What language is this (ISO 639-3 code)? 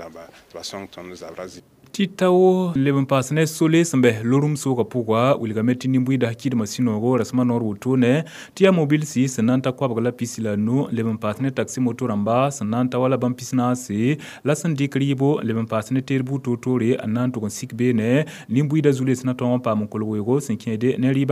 mos